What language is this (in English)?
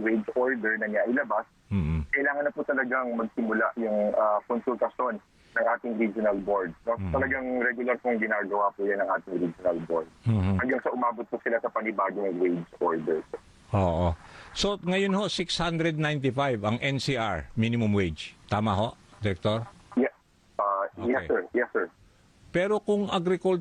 Filipino